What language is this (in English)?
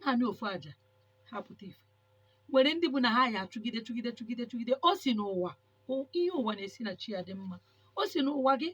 Igbo